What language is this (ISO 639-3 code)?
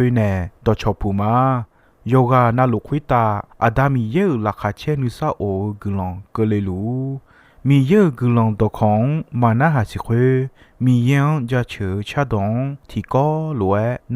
ahk